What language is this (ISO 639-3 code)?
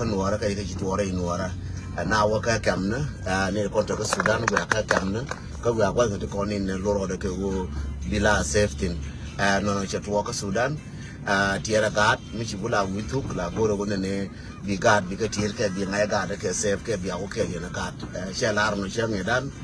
nus